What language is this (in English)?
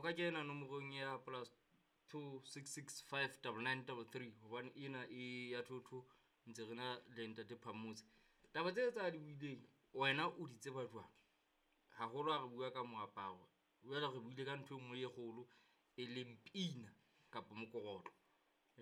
Southern Sotho